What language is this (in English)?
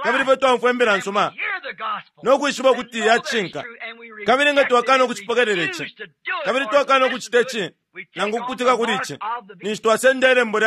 Bemba